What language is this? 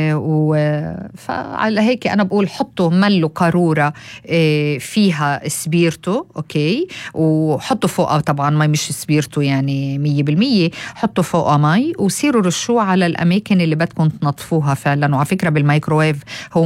North Levantine Arabic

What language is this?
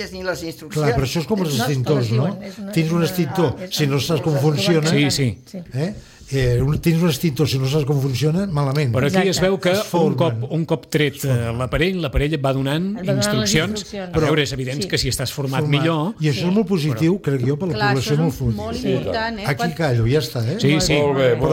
Catalan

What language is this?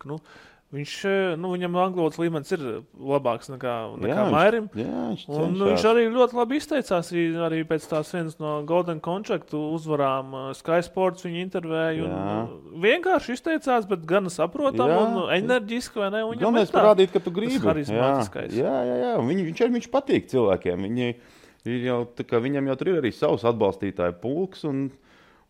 Latvian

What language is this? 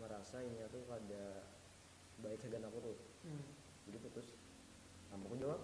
Banjar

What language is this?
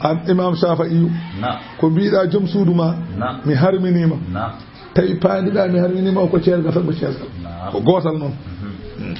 Fula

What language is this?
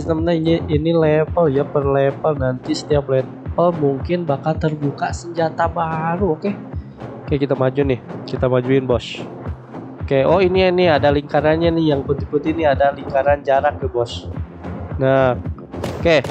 Indonesian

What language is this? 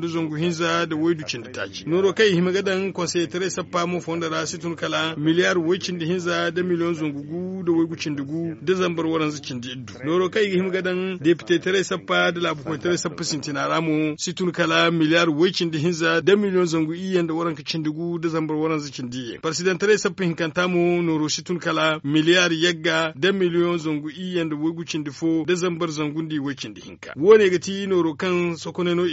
Zarma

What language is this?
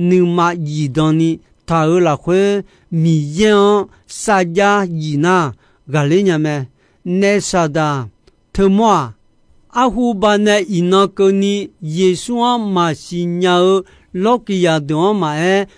Akha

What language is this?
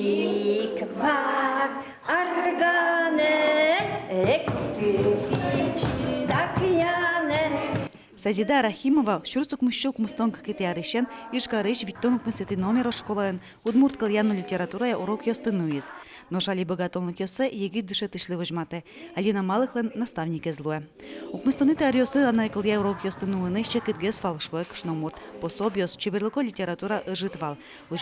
Udmurt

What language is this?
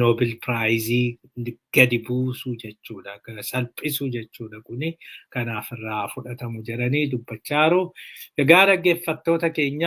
Oromo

